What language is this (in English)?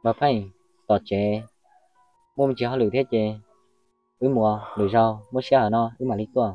Hmong